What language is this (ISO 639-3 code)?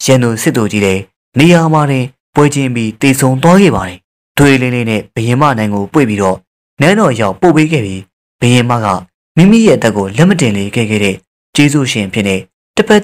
mya